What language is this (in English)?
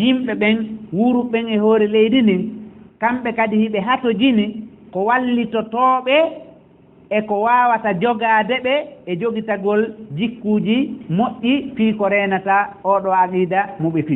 Fula